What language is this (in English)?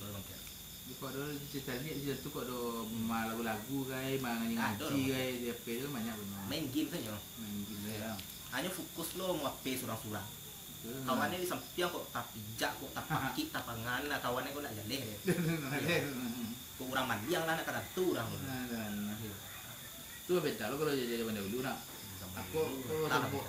Minangkabau